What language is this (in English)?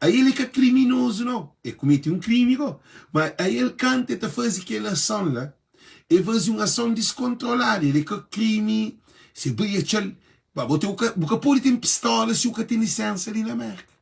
Kabuverdianu